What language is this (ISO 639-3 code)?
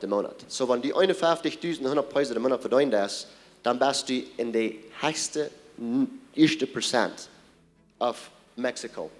pdt